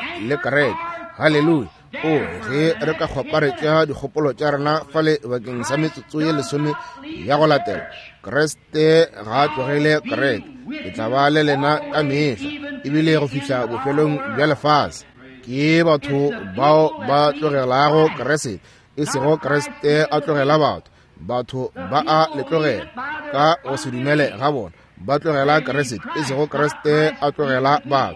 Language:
Northern Sotho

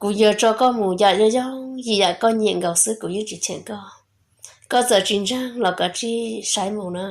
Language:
Hmong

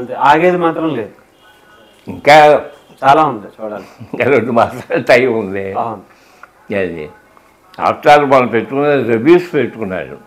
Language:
Telugu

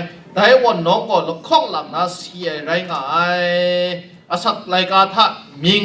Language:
Kachin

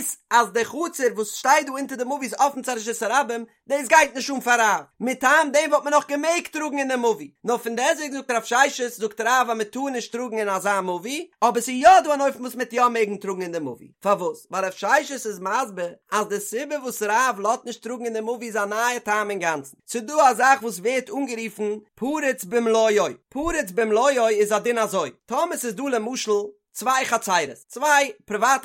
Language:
Yiddish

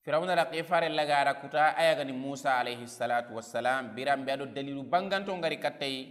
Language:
Soninke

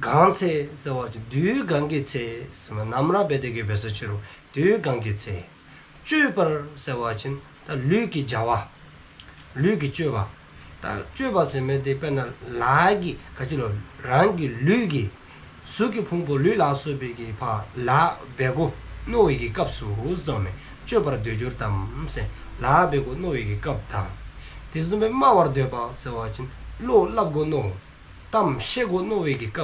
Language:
Dzongkha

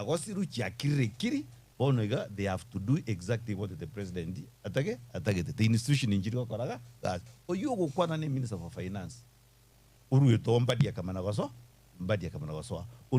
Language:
Gusii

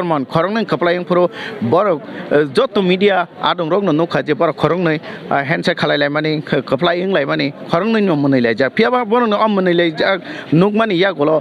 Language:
Kok Borok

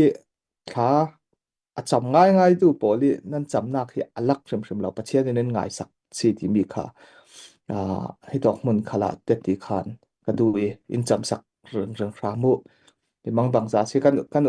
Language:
Falam Chin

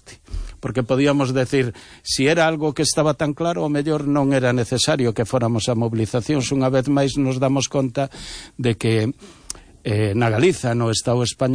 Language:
Galician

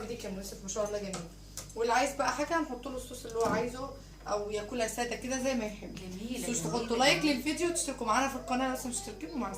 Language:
Egyptian Arabic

